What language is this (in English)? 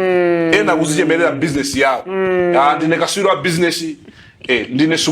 Nyanja